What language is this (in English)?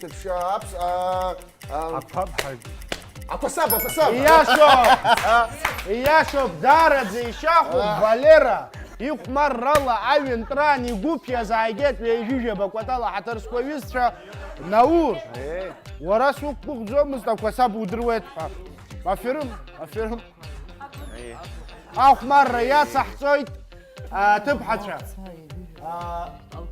Abkhazian